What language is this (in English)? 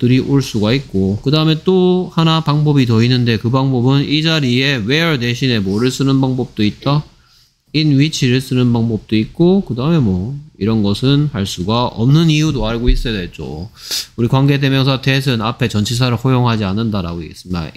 Korean